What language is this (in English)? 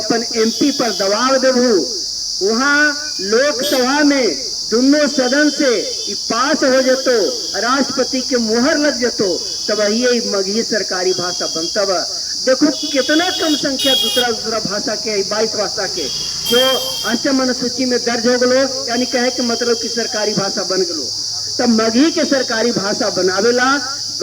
Magahi